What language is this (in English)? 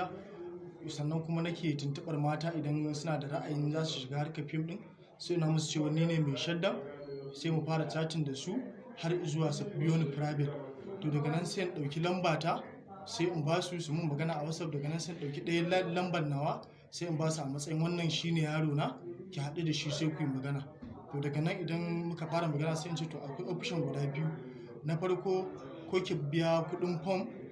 Hausa